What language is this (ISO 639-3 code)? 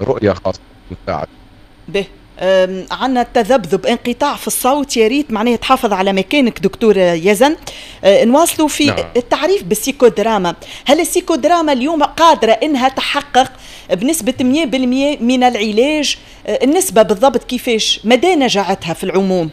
aeb